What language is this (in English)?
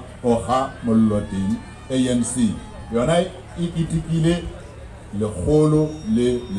Southern Sotho